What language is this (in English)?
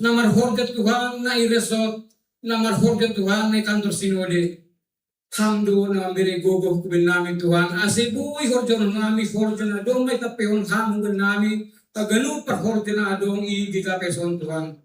Batak Simalungun